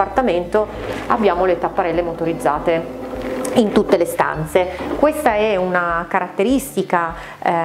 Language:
Italian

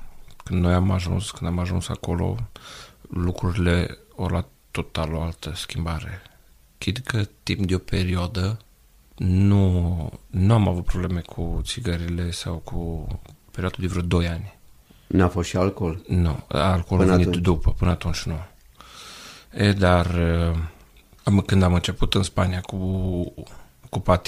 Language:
Romanian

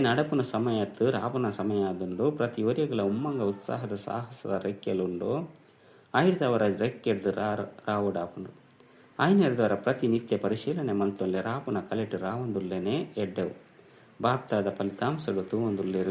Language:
Tulu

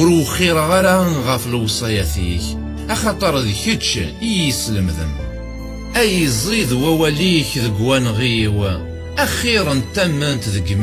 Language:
Kabyle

